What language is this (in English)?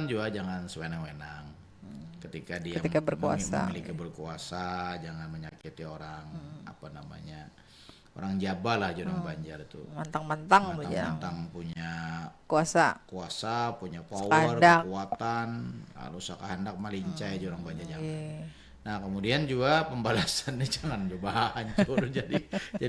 Banjar